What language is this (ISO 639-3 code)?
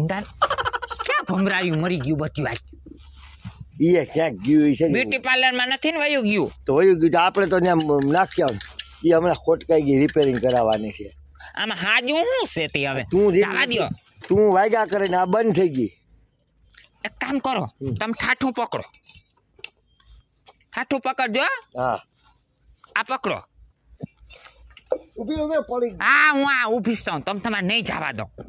guj